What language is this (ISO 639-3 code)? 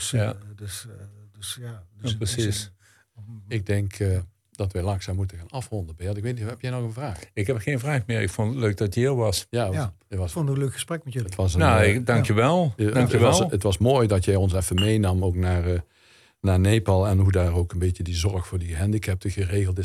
nld